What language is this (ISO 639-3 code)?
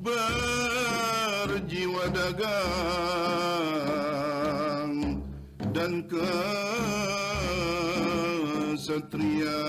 bjn